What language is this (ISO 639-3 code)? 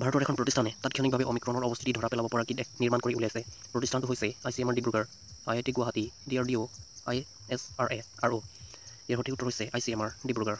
asm